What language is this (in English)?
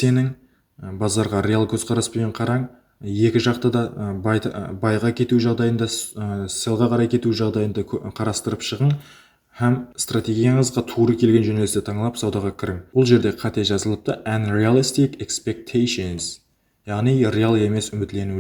Kara-Kalpak